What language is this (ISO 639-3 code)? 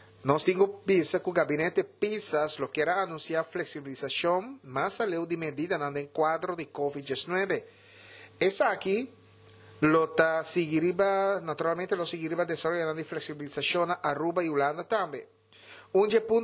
pap